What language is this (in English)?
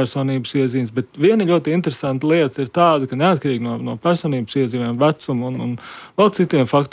Latvian